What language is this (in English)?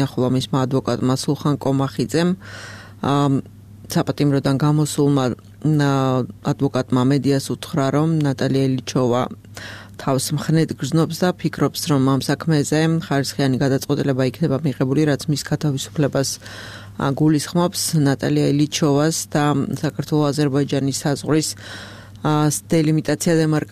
Georgian